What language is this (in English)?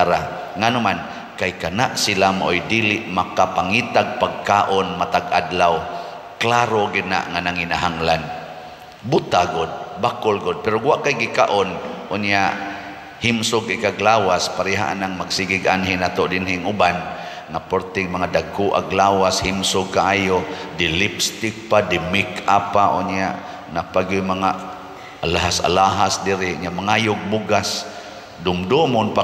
Cebuano